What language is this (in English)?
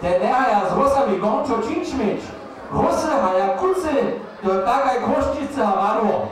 Upper Sorbian